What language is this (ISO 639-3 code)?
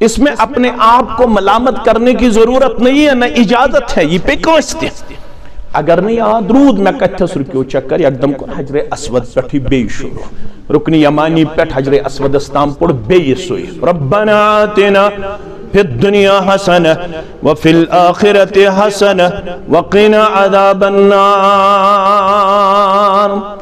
kas